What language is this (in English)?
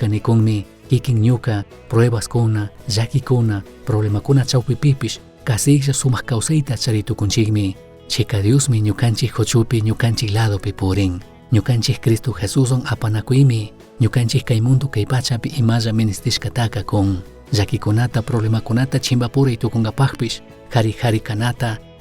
Chimborazo Highland Quichua